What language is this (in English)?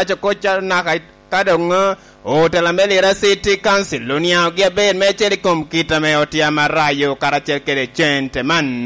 Lango (Uganda)